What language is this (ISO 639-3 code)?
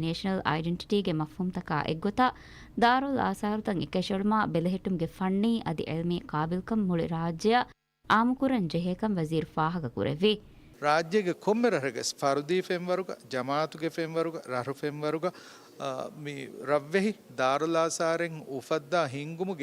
div